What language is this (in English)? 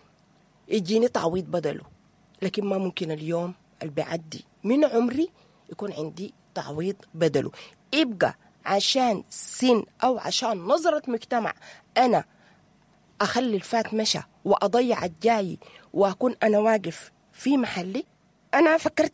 Sudanese Arabic